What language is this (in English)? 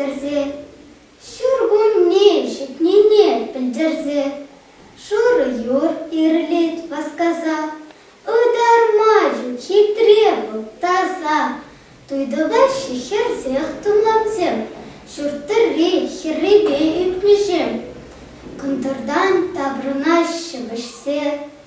Chuvash